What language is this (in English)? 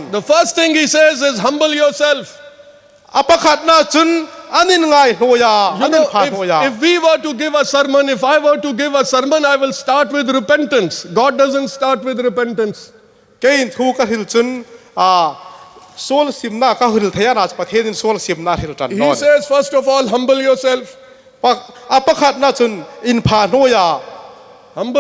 Hmar